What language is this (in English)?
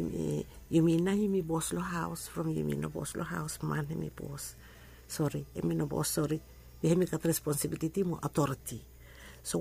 Bislama